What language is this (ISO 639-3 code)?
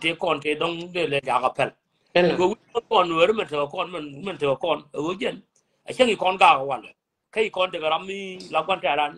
nus